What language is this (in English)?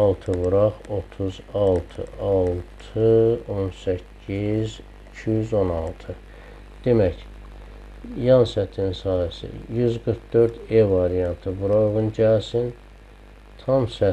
Azerbaijani